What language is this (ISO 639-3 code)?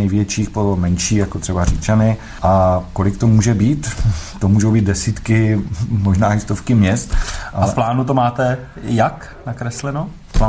ces